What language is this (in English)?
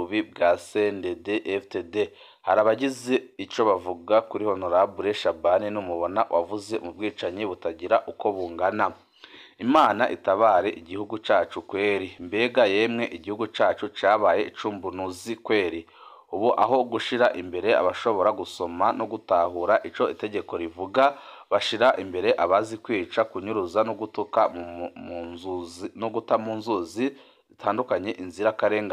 Rundi